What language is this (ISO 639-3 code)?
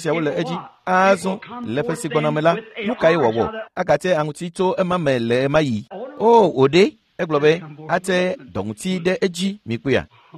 ewe